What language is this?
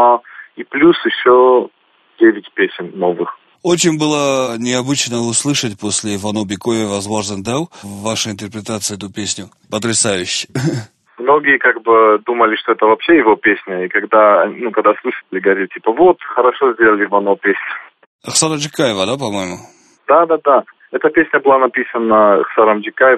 Russian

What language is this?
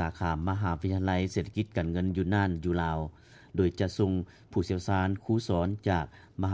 Lao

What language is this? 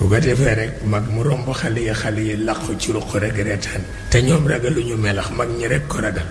Wolof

